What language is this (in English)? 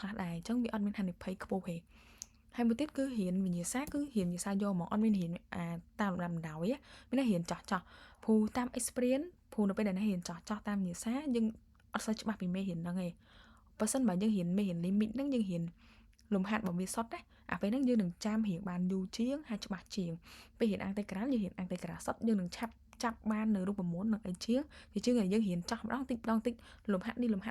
Khmer